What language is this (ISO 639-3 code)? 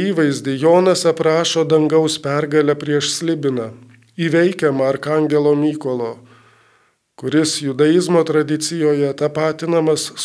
lit